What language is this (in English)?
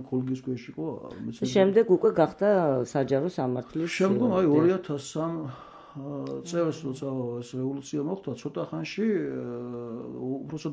Georgian